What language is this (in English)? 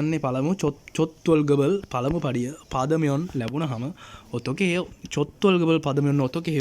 Sinhala